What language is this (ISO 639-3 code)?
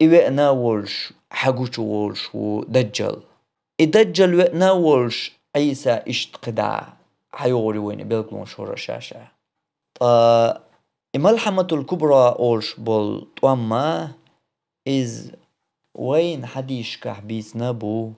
che